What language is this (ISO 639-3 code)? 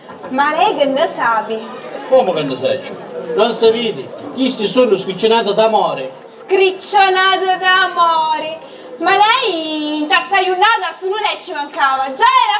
scn